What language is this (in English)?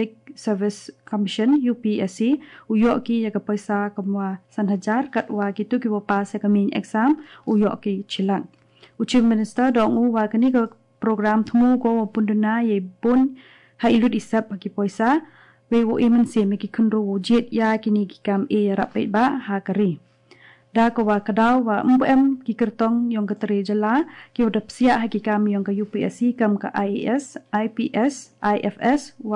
Garo